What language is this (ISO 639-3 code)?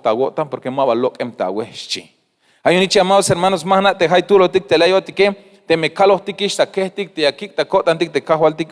tzh